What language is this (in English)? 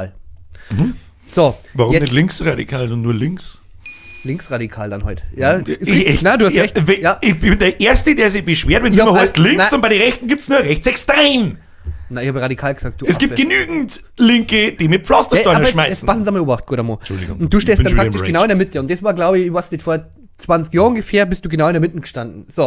Bavarian